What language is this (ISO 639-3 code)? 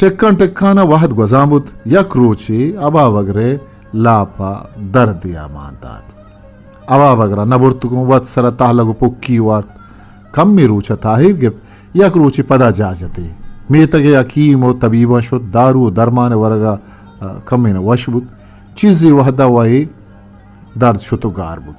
bgp